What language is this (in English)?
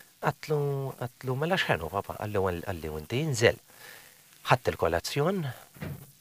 Maltese